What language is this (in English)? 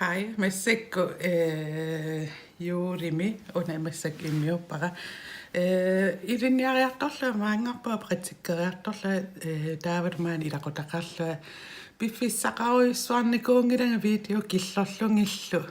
Kalaallisut